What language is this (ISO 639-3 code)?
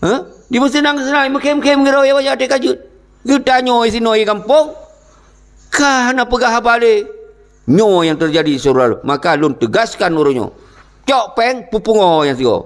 ace